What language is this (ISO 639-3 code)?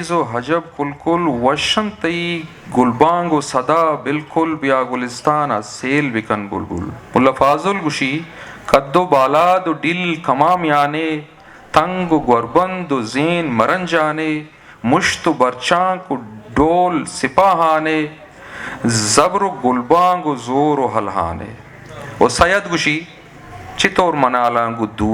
bgp